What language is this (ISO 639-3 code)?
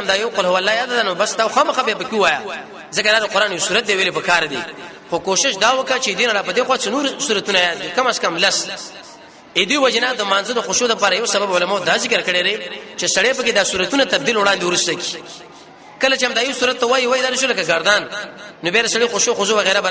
pus